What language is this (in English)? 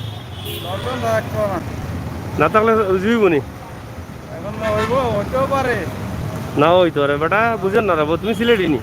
Sylheti